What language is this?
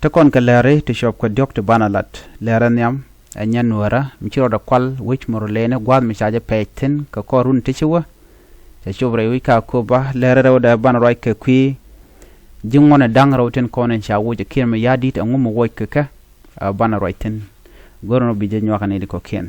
Nuer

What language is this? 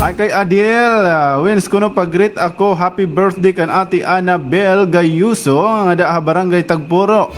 Waray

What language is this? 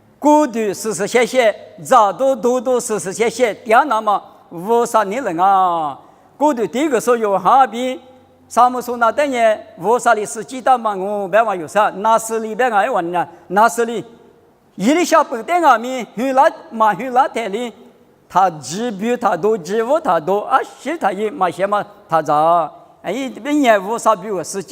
Lisu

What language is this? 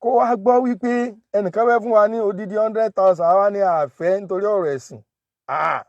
Yoruba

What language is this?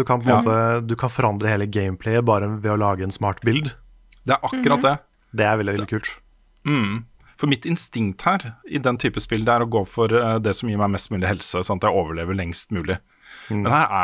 Norwegian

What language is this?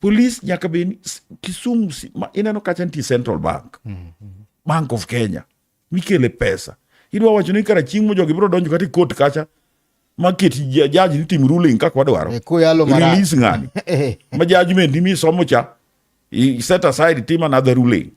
Luo (Kenya and Tanzania)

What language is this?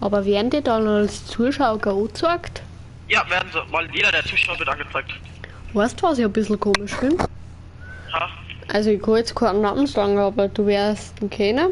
Bavarian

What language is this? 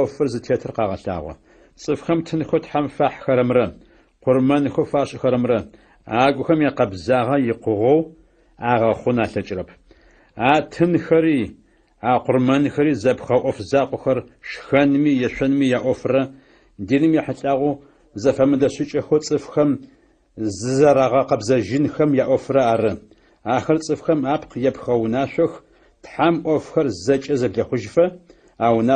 Adyghe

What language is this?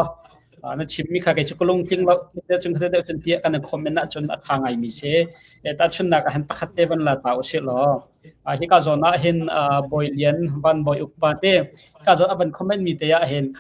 Hakha Chin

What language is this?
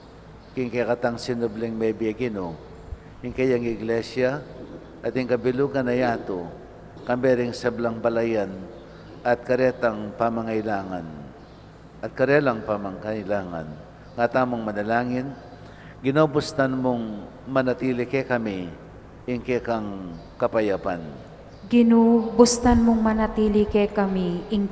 Pampanga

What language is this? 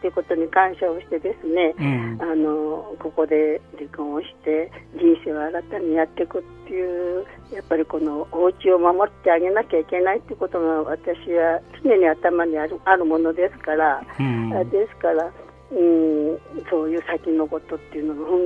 Japanese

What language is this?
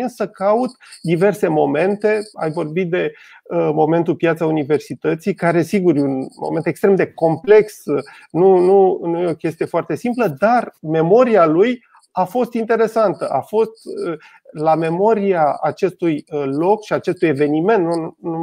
Romanian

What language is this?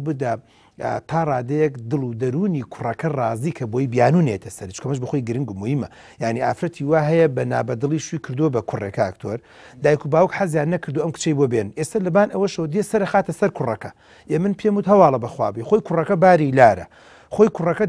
Central Kurdish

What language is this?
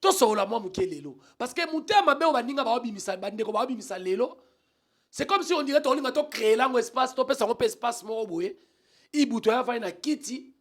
Lingala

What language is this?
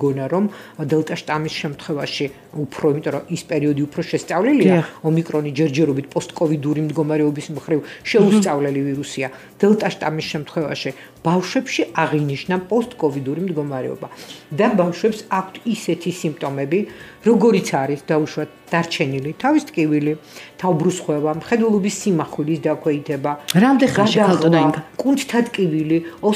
Georgian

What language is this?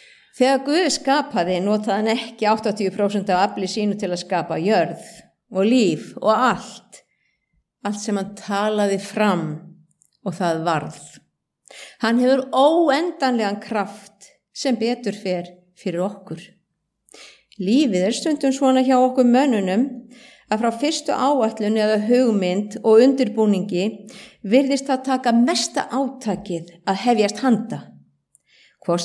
Icelandic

